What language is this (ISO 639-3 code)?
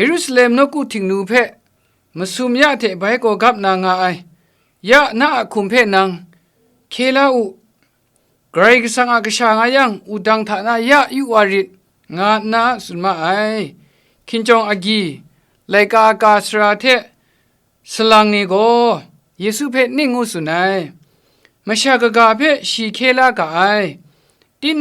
kac